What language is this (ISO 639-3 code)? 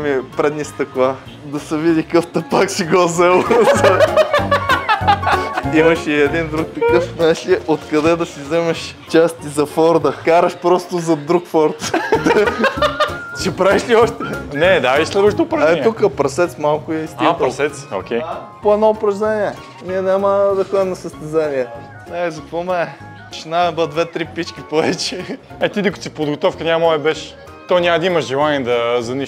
bul